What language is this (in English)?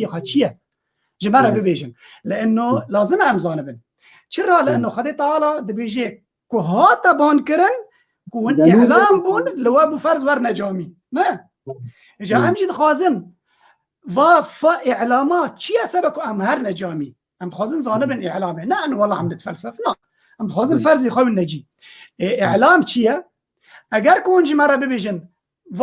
Kurdish